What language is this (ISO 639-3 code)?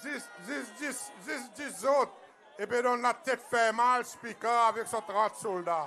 crs